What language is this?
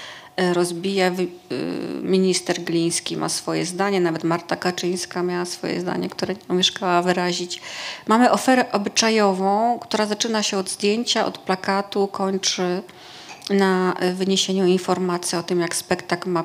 Polish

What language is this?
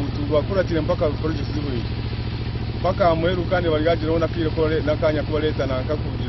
Nyankole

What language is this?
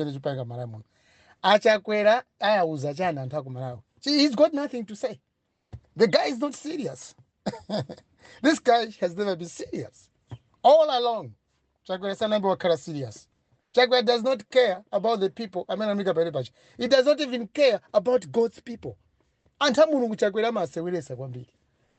Nyanja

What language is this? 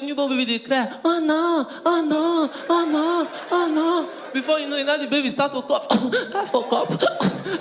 Nigerian Pidgin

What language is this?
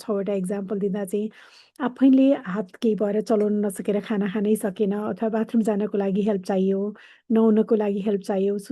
Nepali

